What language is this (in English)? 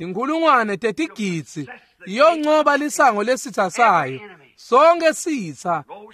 Swati